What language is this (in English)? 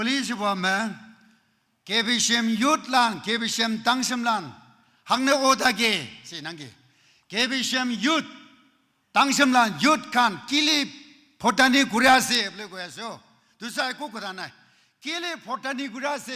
Naga Pidgin